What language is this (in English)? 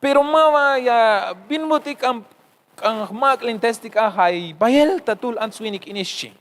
Tzeltal